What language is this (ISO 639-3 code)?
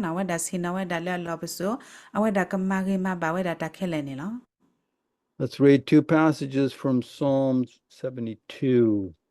ksw